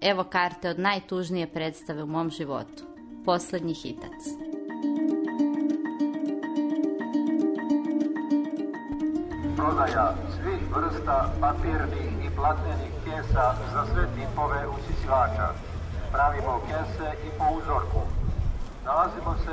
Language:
Serbian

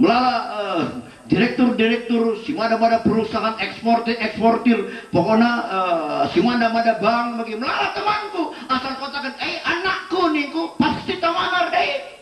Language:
Batak Karo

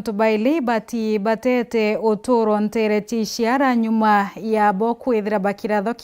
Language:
Meru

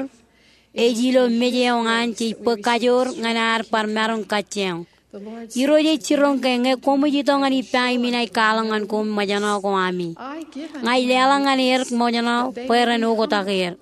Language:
Marshallese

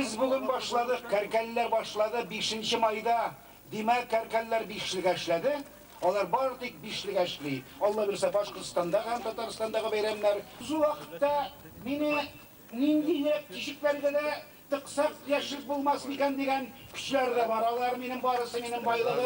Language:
Tatar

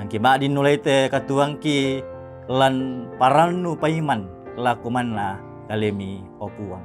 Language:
Toraja-Sa'dan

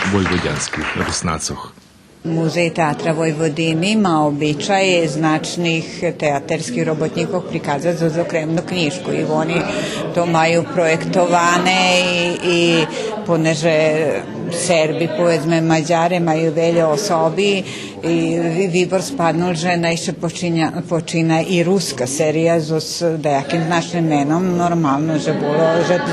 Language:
Rusyn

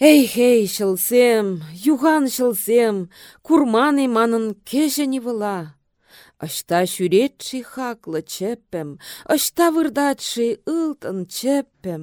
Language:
Chuvash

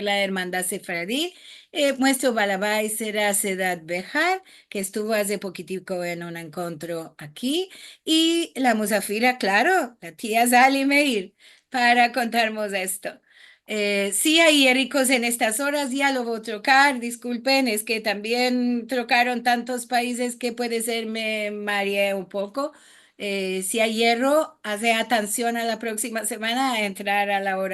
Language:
Ladino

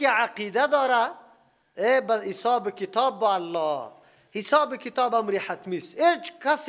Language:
Persian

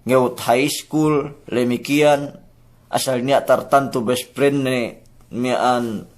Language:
Yakan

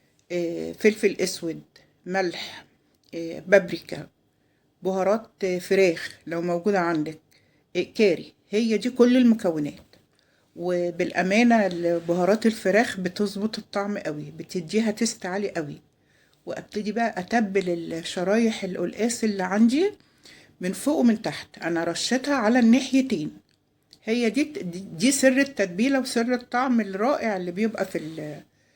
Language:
Egyptian Arabic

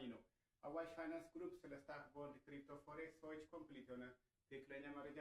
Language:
Amharic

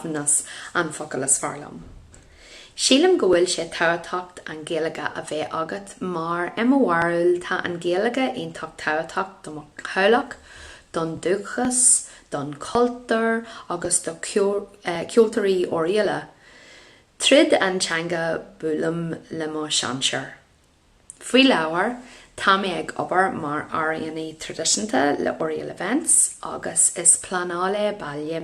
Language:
Irish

